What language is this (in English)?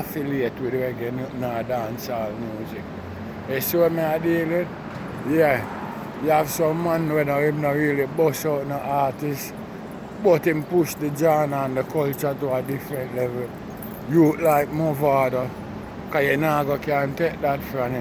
Jamaican Creole English